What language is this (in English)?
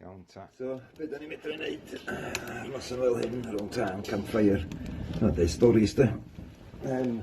Welsh